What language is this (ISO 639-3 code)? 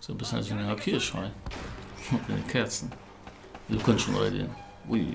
ltz